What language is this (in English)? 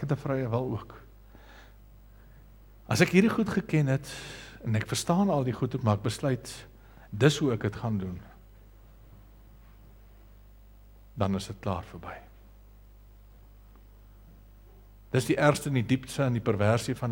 Afrikaans